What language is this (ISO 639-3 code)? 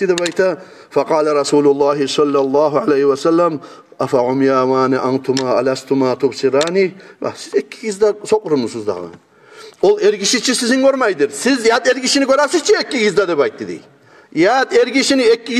kum